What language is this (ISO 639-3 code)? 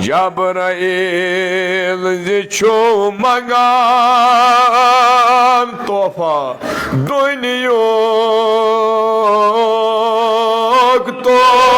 kas